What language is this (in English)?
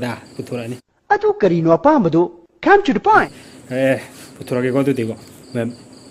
Manipuri